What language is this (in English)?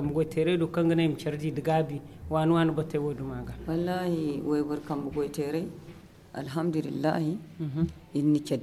Zarma